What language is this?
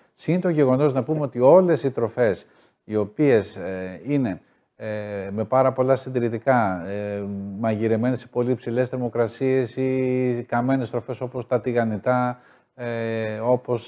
Greek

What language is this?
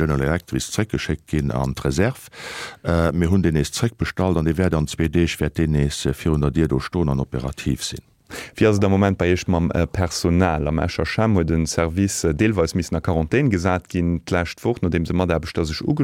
Luxembourgish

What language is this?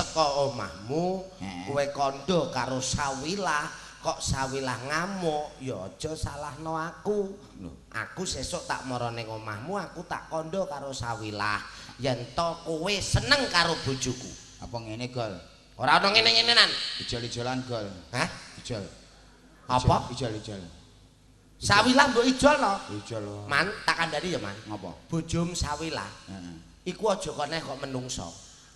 Javanese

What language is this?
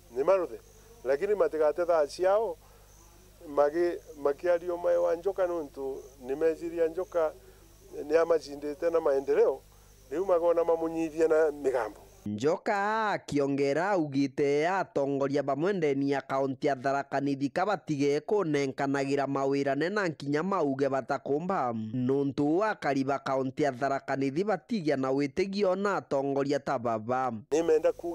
Meru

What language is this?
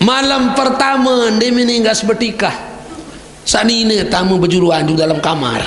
Sasak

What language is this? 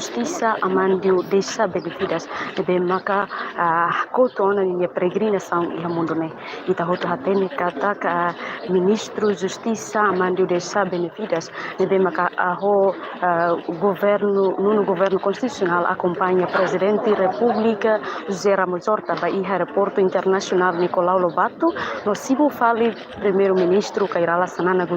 Tetum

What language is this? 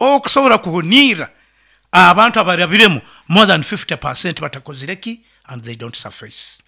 Nyankole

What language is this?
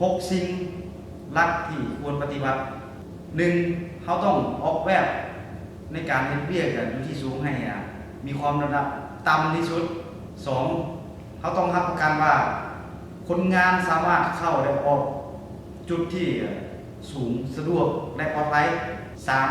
Lao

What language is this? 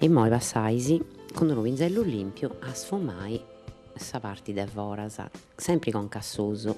Sardinian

